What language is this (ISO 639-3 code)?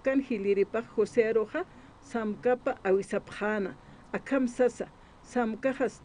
aym